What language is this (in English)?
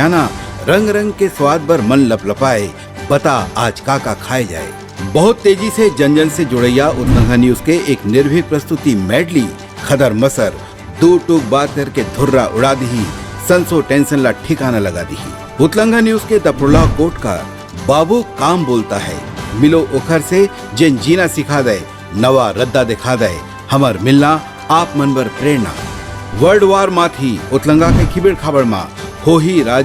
Chhattisgarhi